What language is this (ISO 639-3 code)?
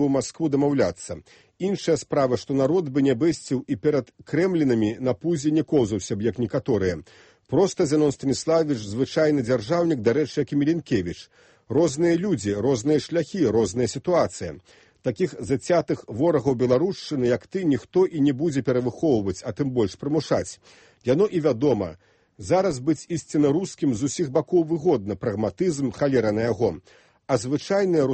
bel